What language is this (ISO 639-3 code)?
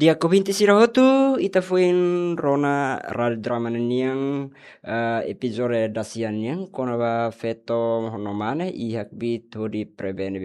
tet